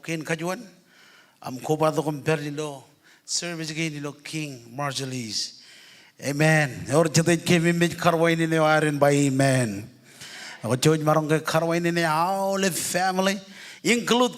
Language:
Marshallese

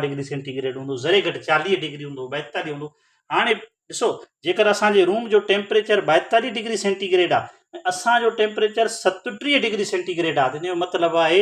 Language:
Sindhi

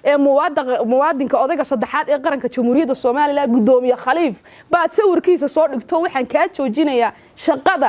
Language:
Somali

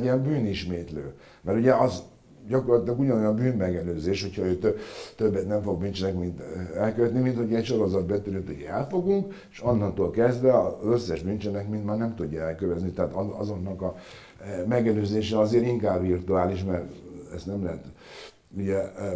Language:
Hungarian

